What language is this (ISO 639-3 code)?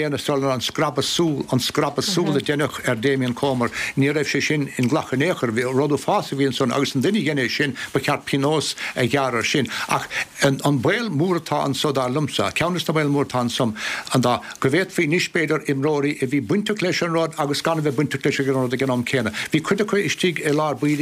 gle